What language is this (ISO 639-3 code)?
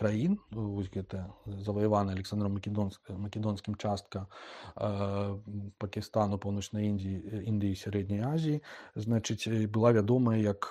bel